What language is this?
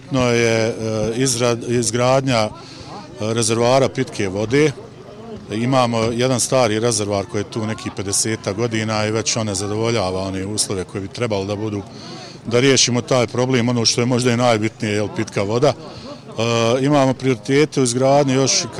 Bosnian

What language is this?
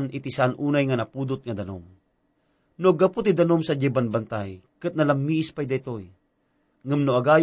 Iloko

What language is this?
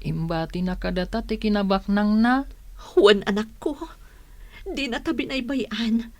Iloko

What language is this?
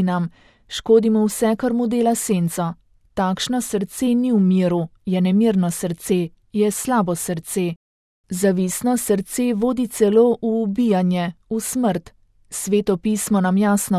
Slovenian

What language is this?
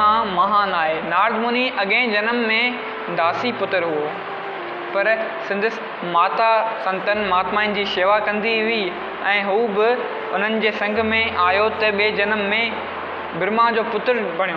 Sindhi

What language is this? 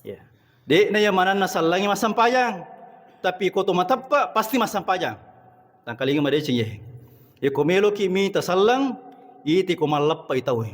Buginese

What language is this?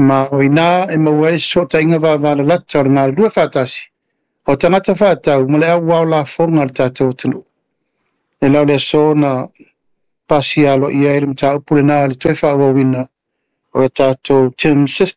Samoan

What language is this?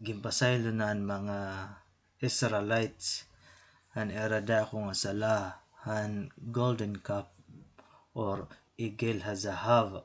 Waray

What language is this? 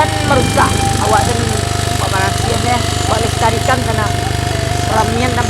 Minangkabau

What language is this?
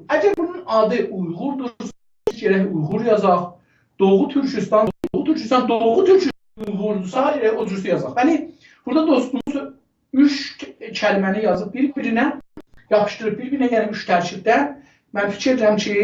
South Azerbaijani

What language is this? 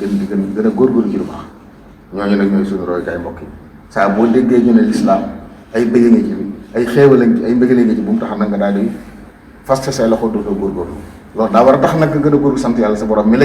Wolof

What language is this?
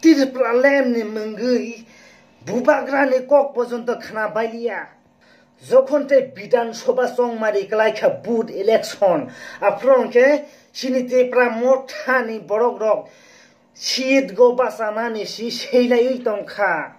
Kok Borok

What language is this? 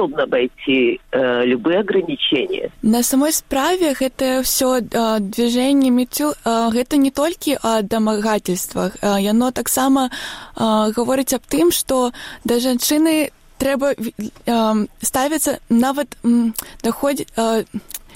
Belarusian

